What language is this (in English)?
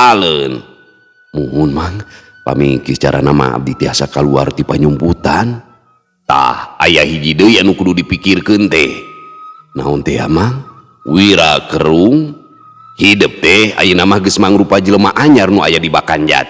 Sundanese